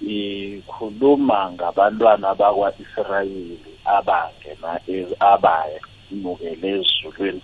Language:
South Ndebele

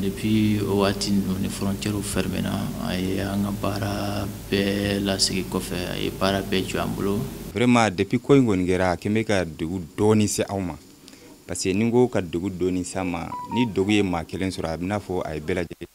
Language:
Bambara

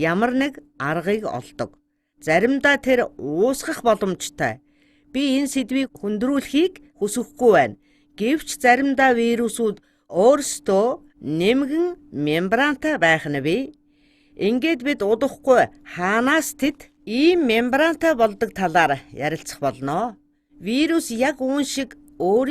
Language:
Mongolian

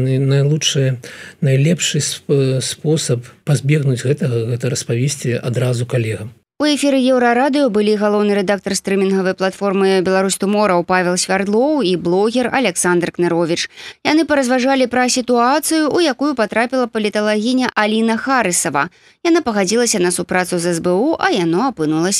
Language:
Belarusian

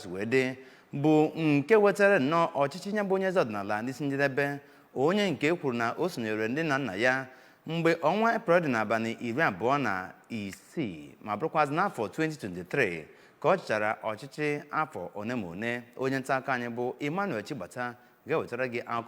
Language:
Igbo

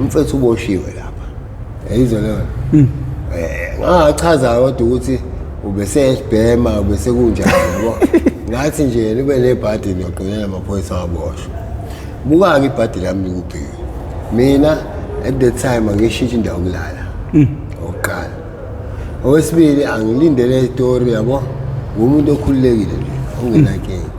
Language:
Zulu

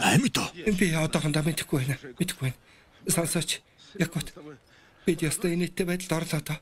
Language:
Mongolian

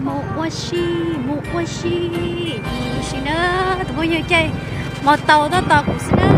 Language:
Hmong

